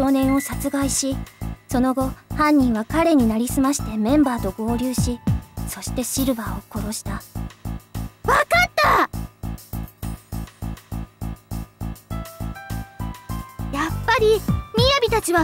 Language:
Japanese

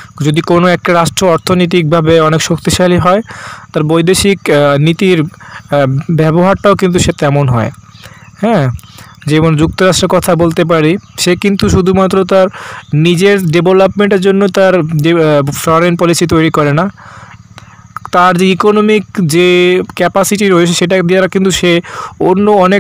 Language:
Bangla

